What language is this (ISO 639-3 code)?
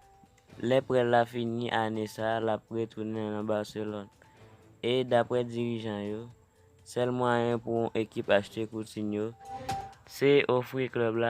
hat